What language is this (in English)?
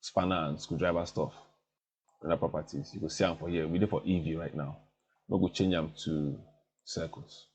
Nigerian Pidgin